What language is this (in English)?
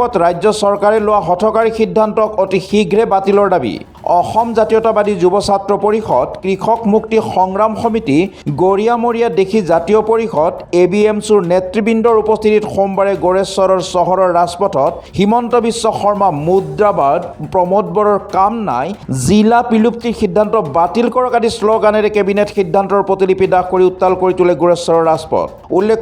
Assamese